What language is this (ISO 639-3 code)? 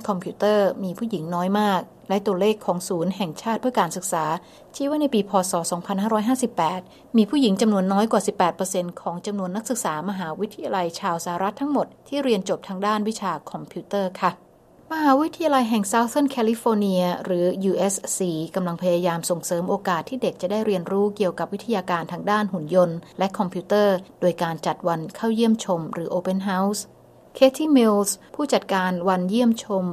tha